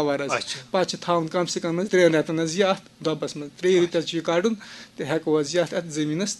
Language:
Kashmiri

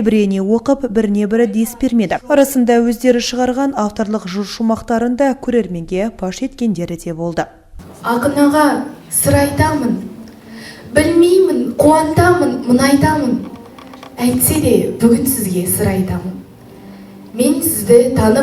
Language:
Kazakh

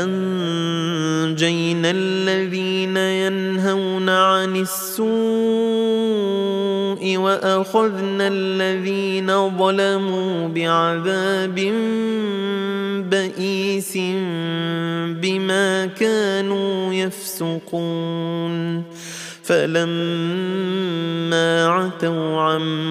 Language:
Arabic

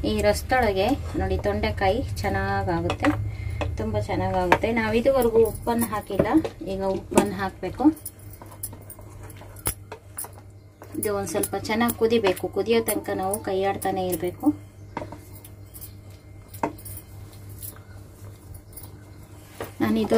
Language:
Kannada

